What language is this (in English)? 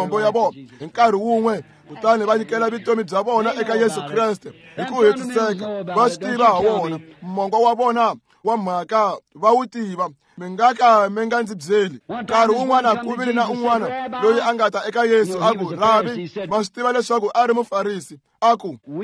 Tsonga